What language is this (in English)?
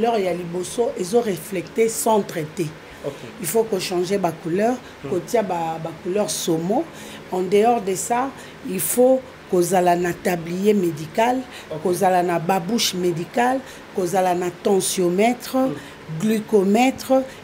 Lingala